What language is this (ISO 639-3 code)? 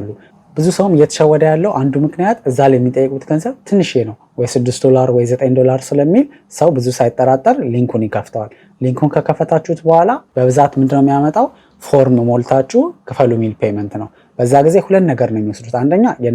amh